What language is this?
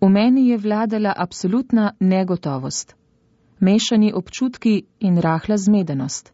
Slovenian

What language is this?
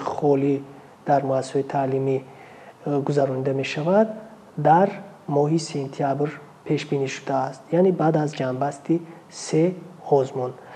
Tajik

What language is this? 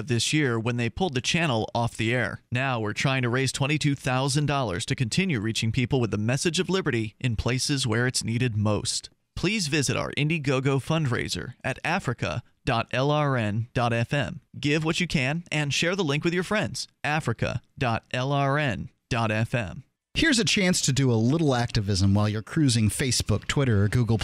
English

